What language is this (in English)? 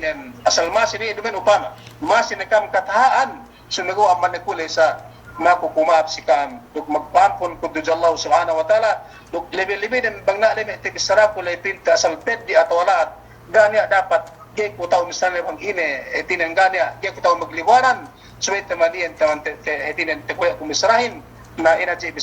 Yakan